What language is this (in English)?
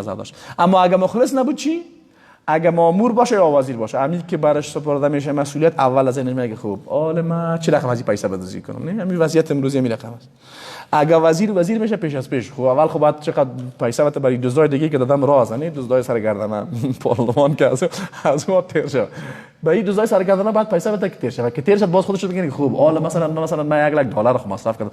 Persian